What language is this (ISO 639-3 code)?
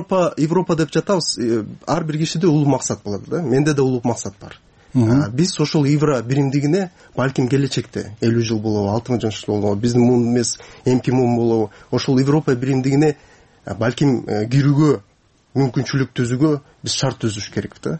kir